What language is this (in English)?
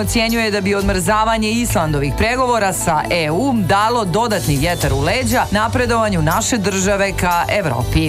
Serbian